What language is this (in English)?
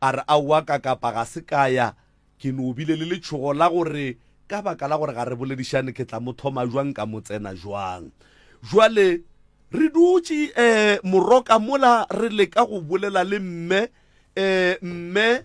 Northern Sotho